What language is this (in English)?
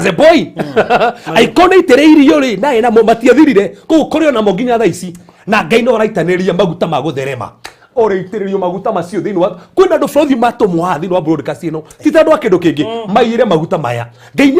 Kikuyu